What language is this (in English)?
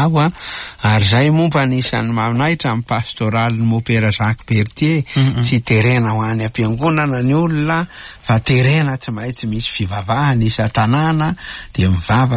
Malagasy